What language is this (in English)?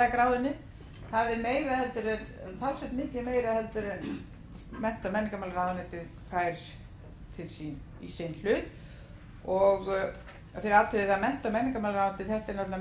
Icelandic